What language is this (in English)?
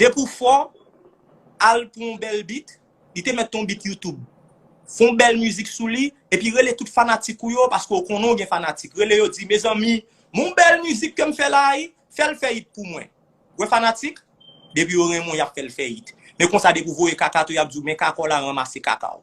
Haitian Creole